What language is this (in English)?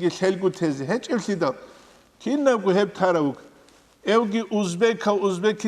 Avaric